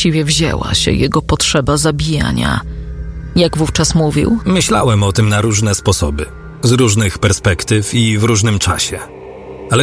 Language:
Polish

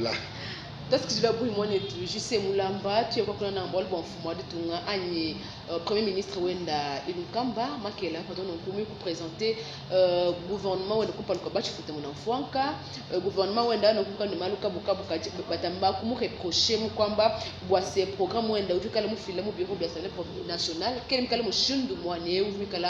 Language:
Luba-Lulua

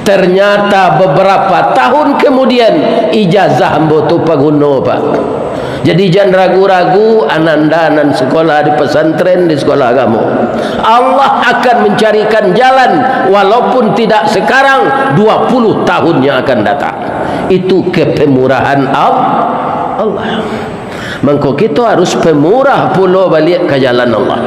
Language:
Minangkabau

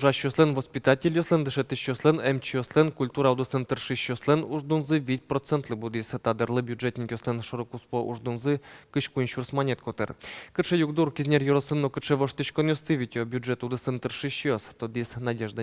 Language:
Udmurt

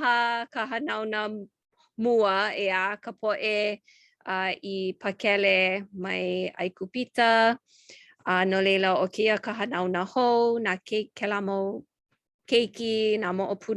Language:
Hawaiian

